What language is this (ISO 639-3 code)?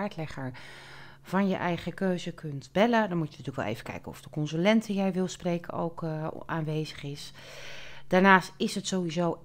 nld